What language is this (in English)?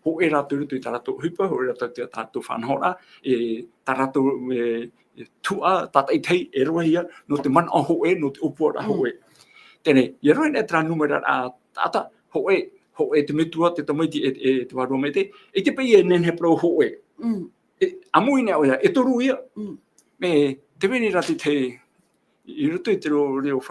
Tahitian